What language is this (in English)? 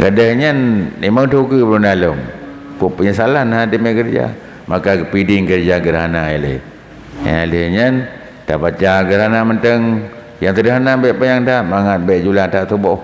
Achinese